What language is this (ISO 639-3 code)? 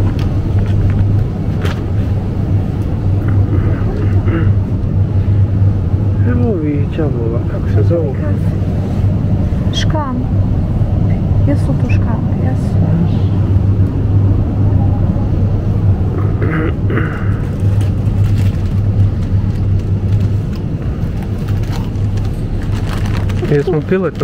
hrv